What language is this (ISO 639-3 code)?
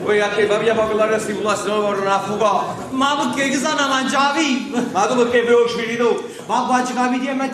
nap